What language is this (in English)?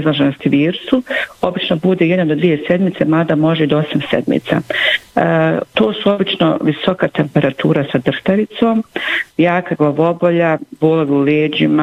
Bosnian